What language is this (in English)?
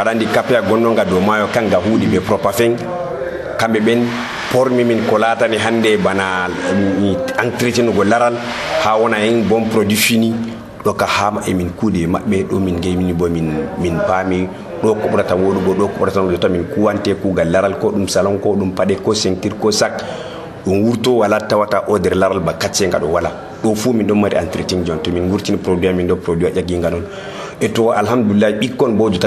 Nigerian Fulfulde